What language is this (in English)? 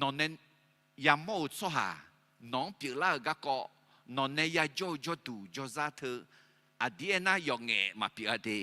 Akha